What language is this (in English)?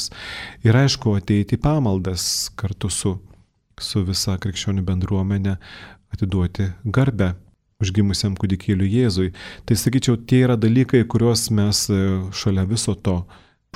Lithuanian